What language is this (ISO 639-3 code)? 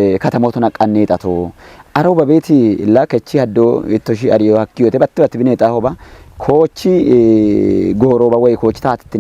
kbr